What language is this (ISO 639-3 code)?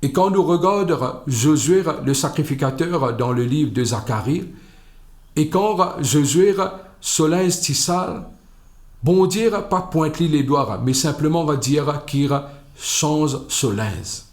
mfe